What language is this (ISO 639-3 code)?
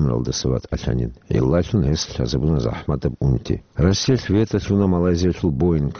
ava